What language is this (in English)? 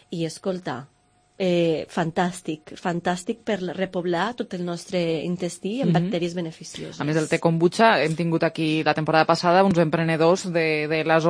Catalan